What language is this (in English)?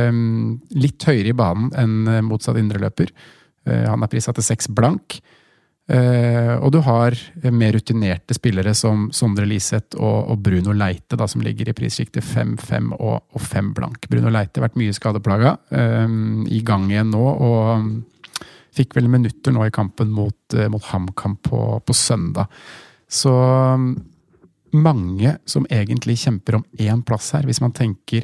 Norwegian